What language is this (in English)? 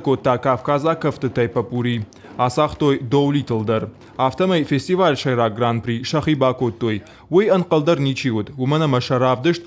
Ossetic